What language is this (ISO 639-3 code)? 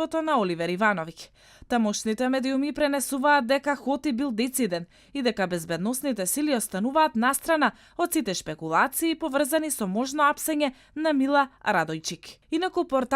mkd